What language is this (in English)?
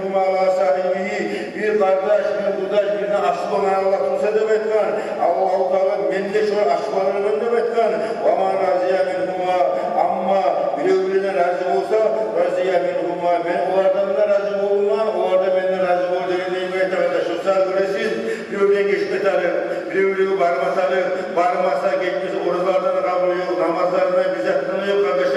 Kumyk